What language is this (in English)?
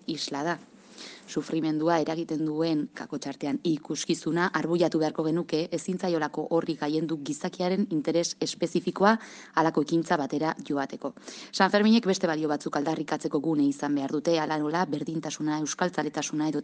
Basque